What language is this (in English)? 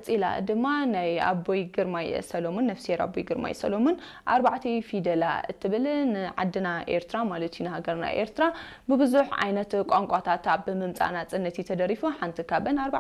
Tigrinya